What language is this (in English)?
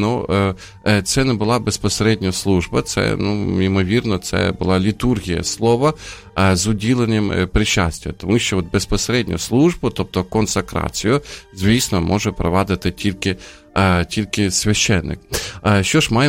Ukrainian